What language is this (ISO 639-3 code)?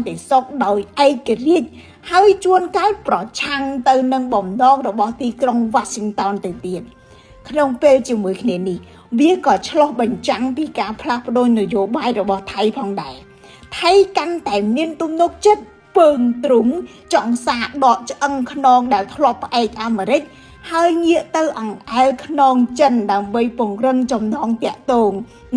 khm